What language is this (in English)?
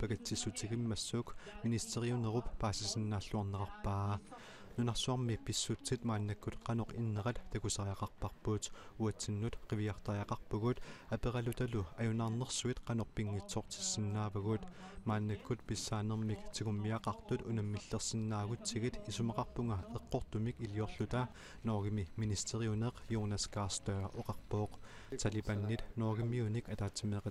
Kalaallisut